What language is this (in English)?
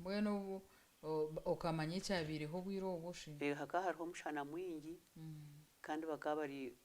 Nyankole